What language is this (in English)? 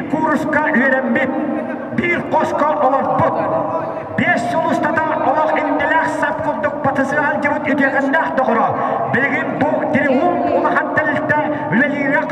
Yakut